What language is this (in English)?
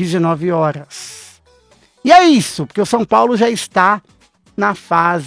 Portuguese